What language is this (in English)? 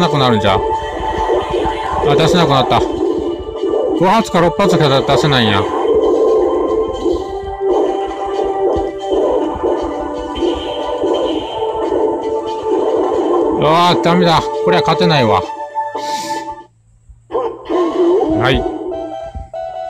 Japanese